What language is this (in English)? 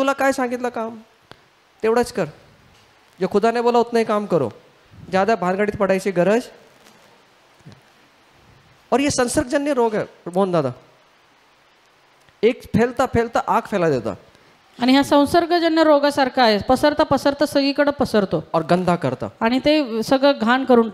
Marathi